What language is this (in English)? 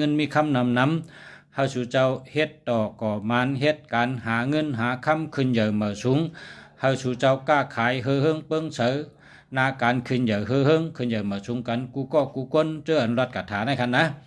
Shan